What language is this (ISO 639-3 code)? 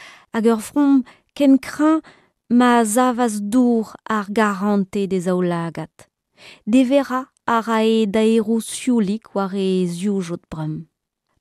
bre